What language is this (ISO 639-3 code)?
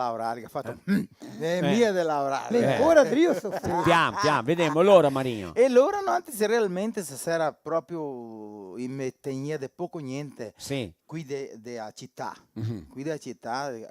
vec